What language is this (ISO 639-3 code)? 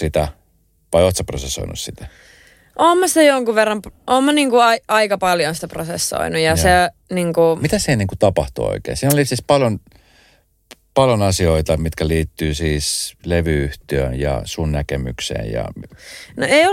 fin